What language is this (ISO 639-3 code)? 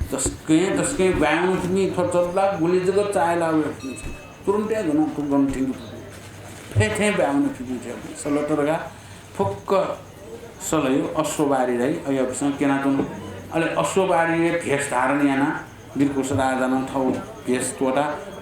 new